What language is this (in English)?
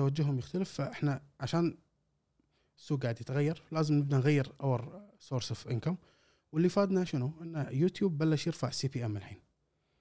Gulf Arabic